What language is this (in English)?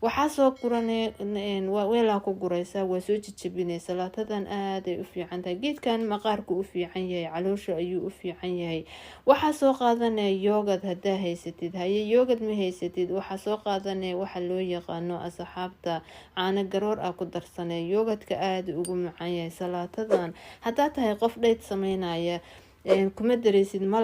Somali